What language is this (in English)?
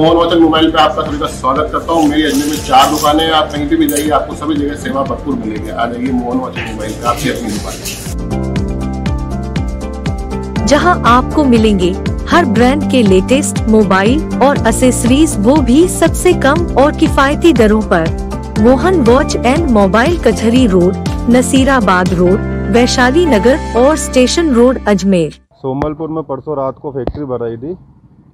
Hindi